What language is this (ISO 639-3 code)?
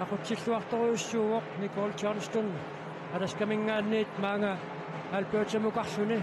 kal